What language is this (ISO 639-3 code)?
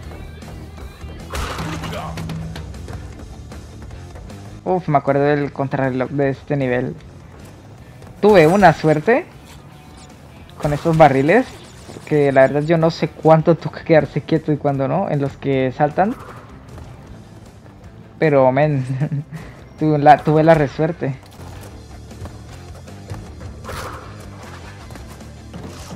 spa